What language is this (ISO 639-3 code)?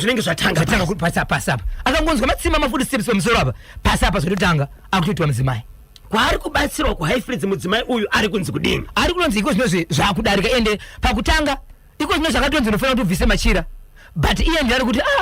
sna